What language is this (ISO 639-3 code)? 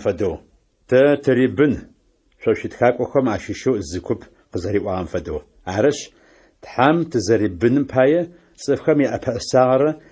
ady